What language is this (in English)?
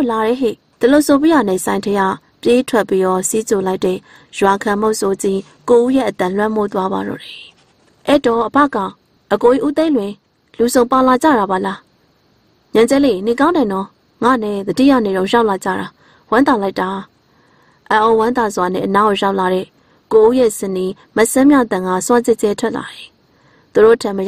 Burmese